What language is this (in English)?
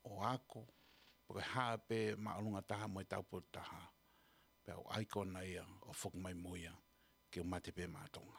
Tongan